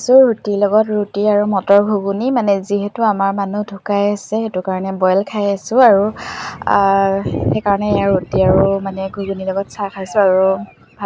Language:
Assamese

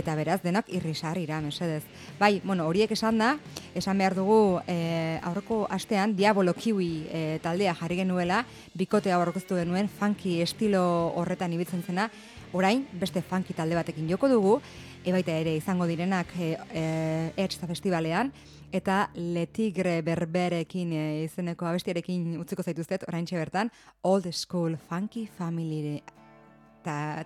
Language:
Basque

